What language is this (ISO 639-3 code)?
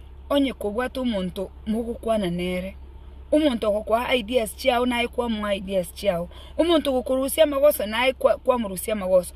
guz